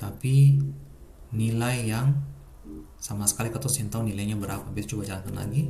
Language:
Ambonese Malay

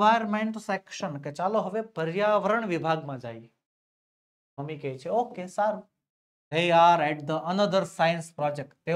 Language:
Gujarati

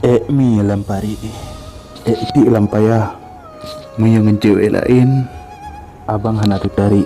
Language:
Achinese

